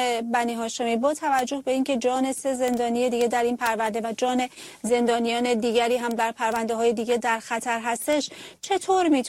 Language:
Persian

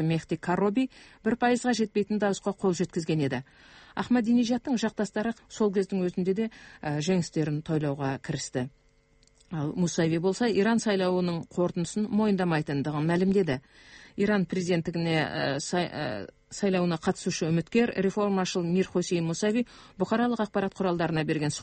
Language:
Kazakh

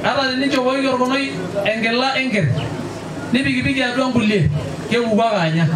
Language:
Masai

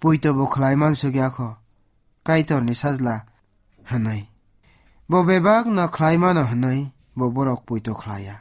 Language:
Kok Borok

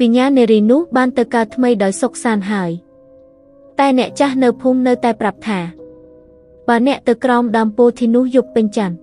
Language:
Khmer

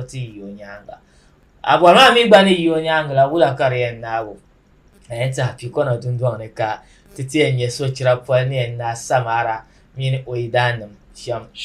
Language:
Dagbani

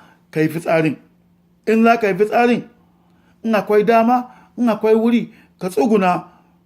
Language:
Hausa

